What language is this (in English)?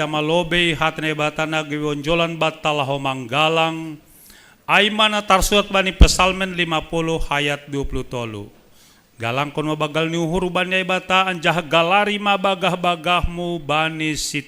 Batak Simalungun